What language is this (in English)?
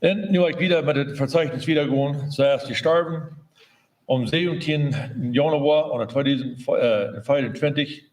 Plautdietsch